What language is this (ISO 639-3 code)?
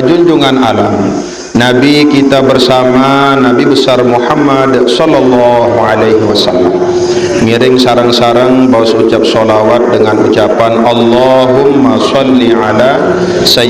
sas